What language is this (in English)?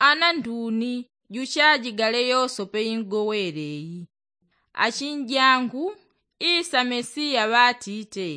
Yao